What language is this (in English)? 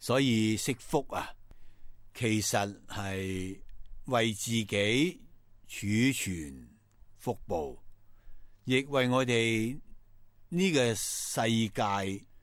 Cantonese